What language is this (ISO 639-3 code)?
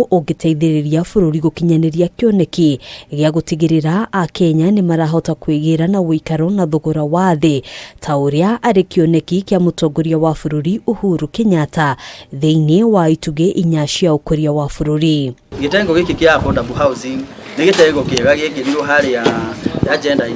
kik